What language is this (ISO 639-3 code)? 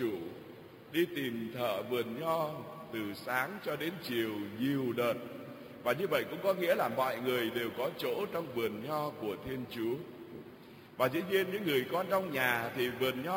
vie